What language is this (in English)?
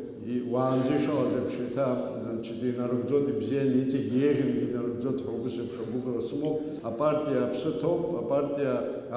Abkhazian